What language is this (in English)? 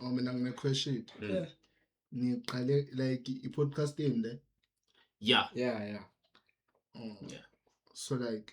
Zulu